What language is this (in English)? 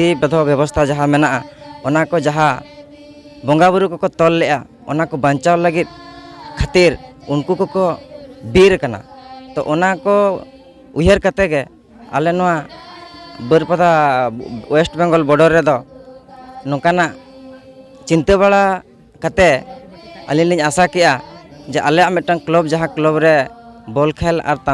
Santali